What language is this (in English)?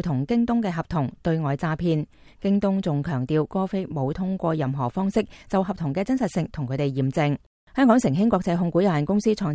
Cantonese